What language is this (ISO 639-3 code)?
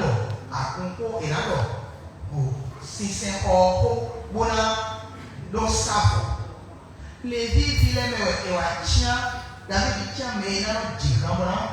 fon